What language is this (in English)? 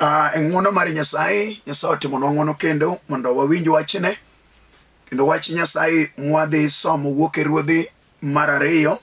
Luo (Kenya and Tanzania)